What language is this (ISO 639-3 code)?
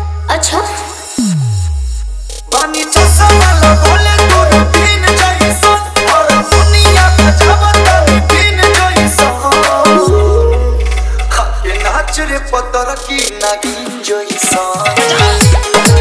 bho